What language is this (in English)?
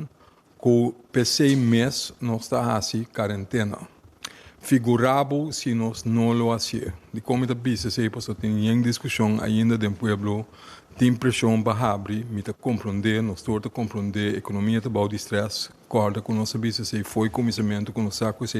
Papiamento